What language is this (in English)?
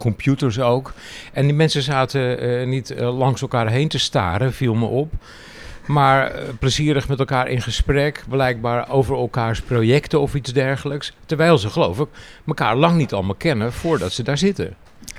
Dutch